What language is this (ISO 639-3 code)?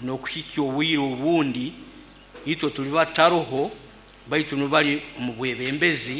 nyo